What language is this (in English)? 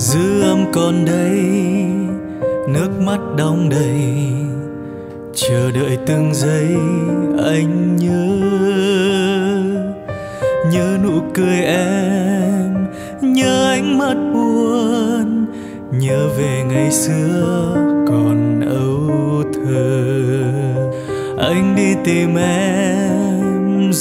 Vietnamese